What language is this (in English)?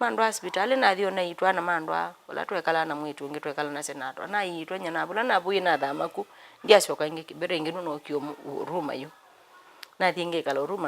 Kamba